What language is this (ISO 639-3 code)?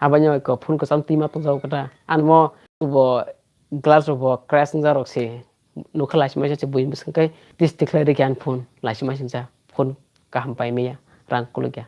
trp